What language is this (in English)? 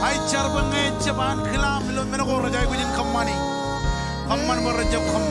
Marshallese